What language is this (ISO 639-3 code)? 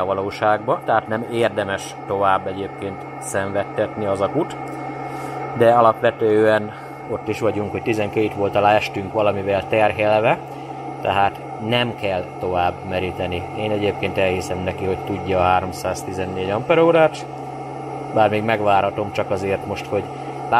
hun